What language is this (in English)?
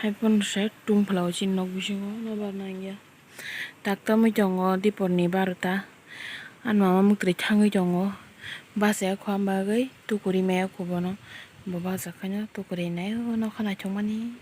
Kok Borok